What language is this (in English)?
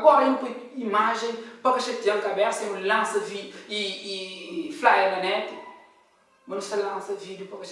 Kabuverdianu